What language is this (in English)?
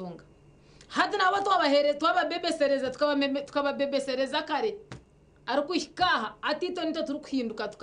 Nyankole